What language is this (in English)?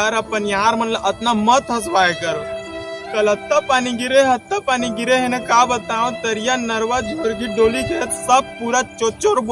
Chhattisgarhi